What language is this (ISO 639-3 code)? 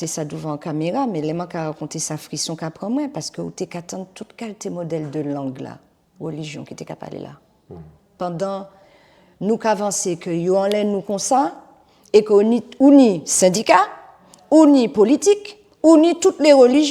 gcf